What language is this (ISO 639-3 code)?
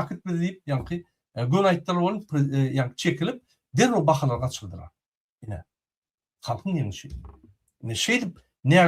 tuk